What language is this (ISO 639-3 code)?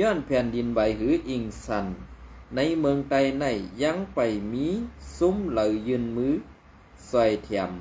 shn